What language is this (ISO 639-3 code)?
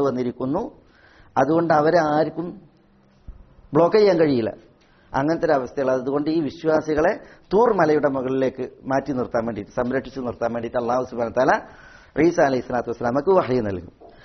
mal